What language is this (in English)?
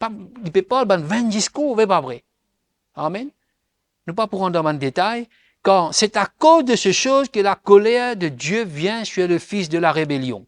Morisyen